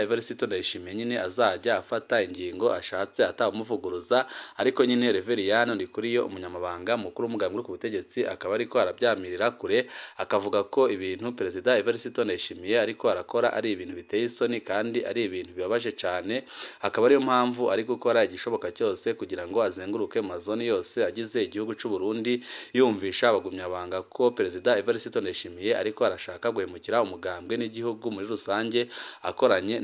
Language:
Rundi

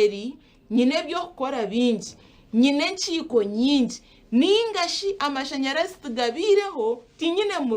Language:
Nyankole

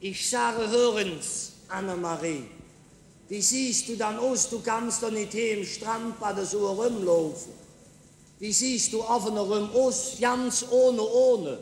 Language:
Colognian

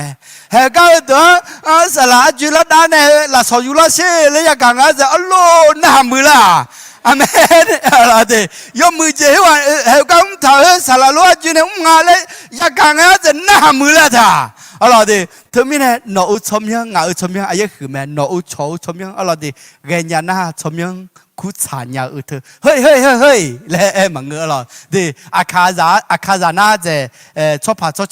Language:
Akha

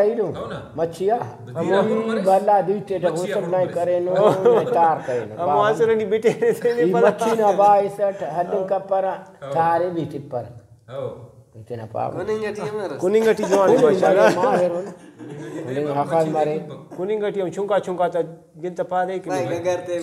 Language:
Brahui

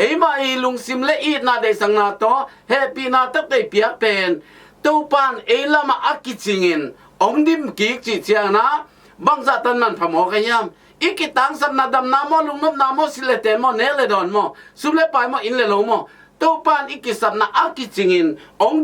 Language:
Tedim Chin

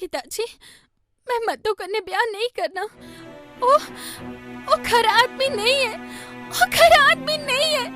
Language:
Dogri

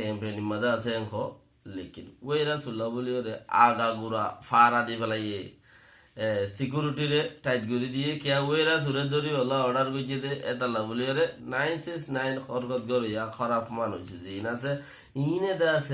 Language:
Rohingya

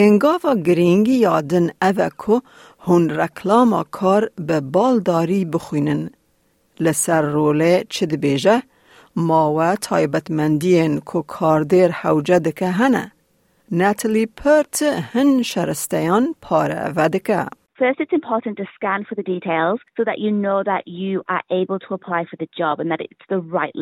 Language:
Kurdish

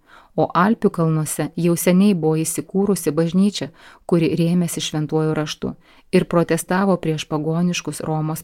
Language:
Lithuanian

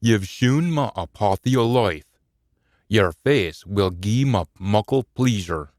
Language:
Scots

